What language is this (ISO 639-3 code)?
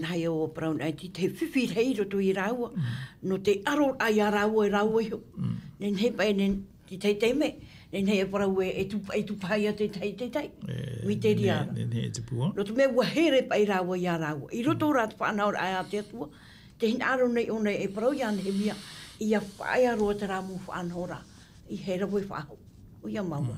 tah